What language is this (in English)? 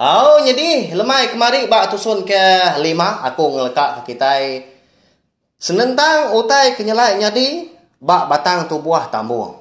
Iban